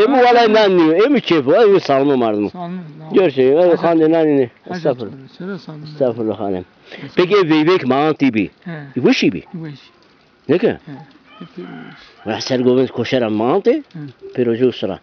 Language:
Zaza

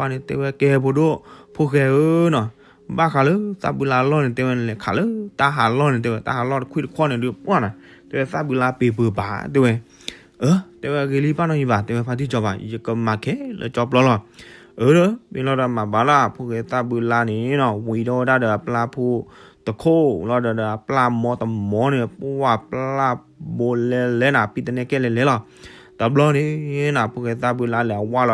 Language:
S'gaw Karen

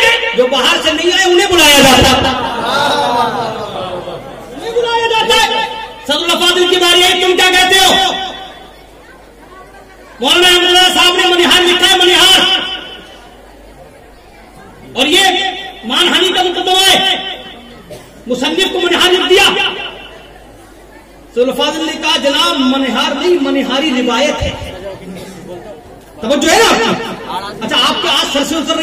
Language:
Urdu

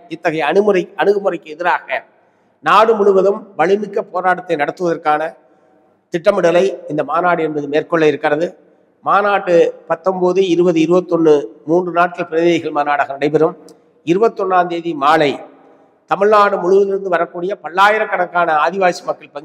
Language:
Tamil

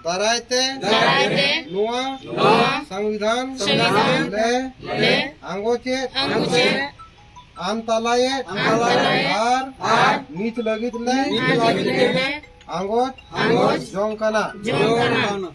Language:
Santali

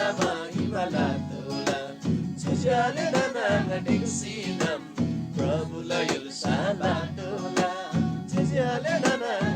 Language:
Eastern Tamang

